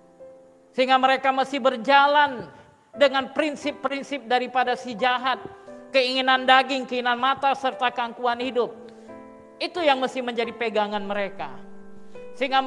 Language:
Indonesian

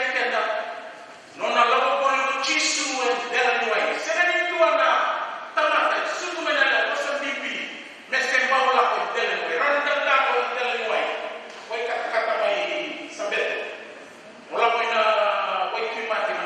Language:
Fijian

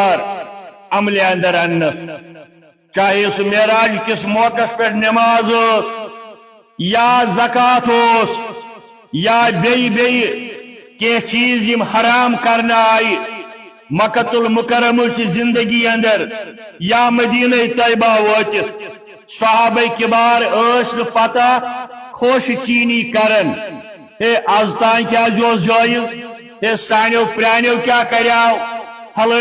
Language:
Kashmiri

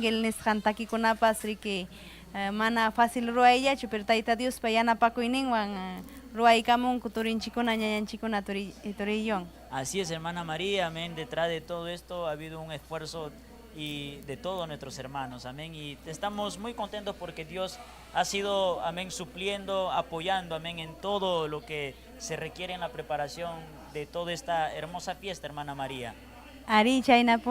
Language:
Ayacucho Quechua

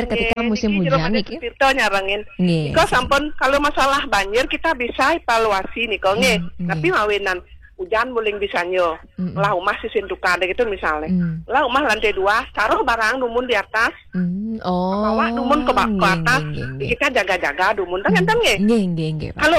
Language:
Balinese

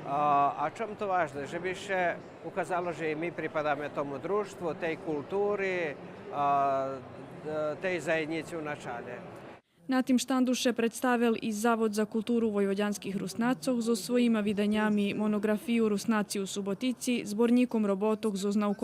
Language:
Rusyn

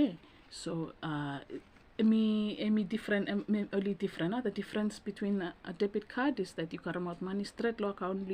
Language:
Bislama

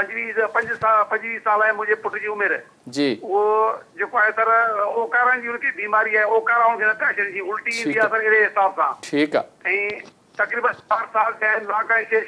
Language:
Sindhi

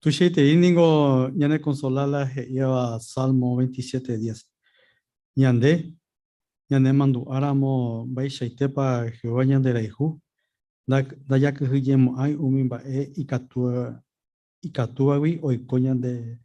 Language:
Guarani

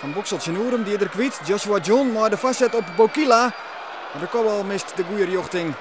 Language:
Western Frisian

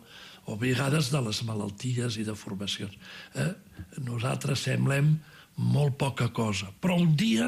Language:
Catalan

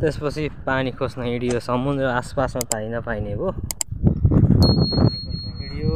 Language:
Nepali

